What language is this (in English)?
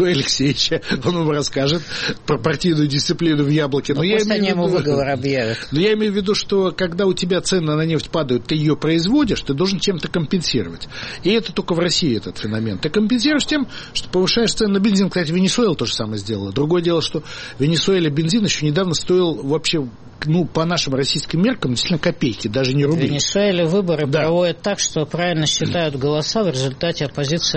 Russian